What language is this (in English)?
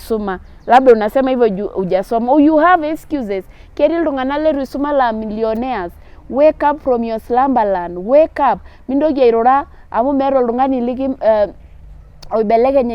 Masai